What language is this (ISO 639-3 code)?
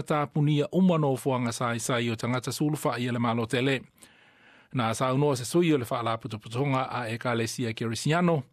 smo